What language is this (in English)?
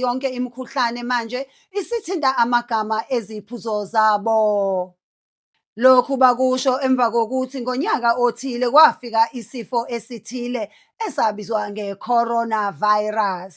Zulu